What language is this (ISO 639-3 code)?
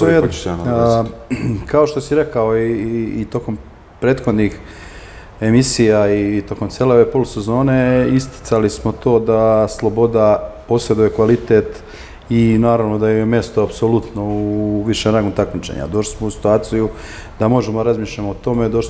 srp